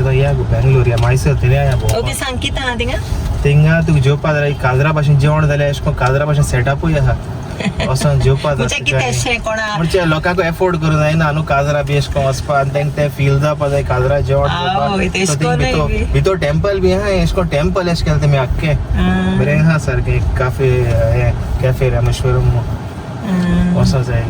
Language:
Konkani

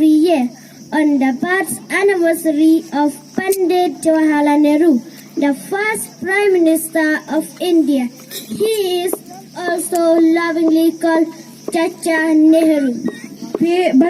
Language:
Khasi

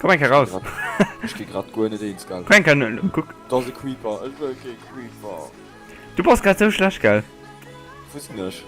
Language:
Luxembourgish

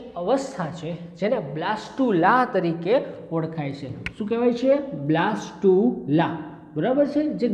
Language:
Gujarati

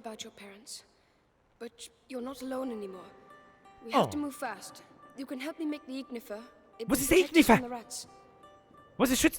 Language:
Bavarian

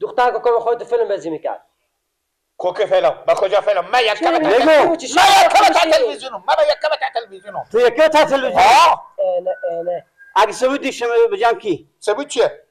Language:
Persian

